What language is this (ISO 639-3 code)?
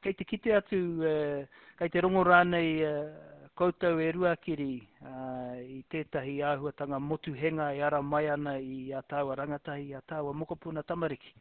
mri